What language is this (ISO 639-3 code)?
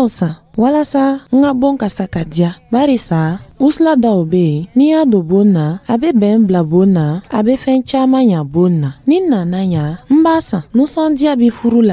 dyu